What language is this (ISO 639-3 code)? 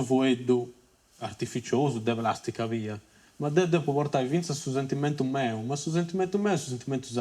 srd